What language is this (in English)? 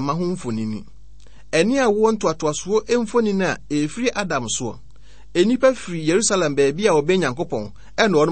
Akan